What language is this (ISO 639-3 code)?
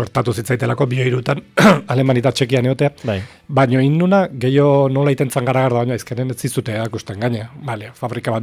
eus